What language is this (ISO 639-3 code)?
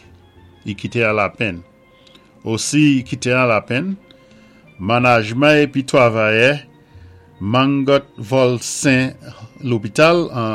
acf